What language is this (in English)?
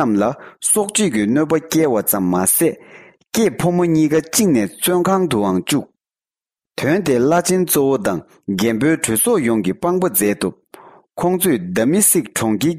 Tibetan